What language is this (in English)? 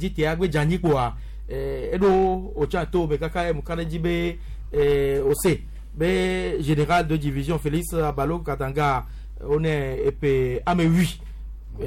Gen